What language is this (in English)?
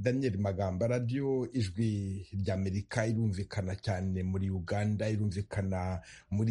Kinyarwanda